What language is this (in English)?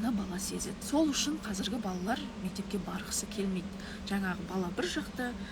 Kazakh